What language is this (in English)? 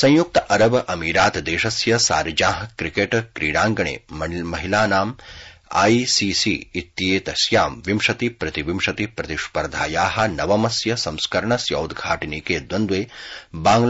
Sanskrit